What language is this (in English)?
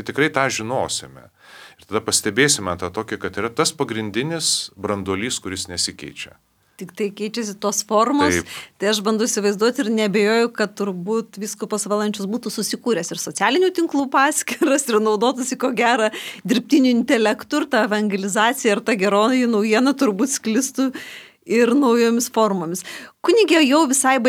Lithuanian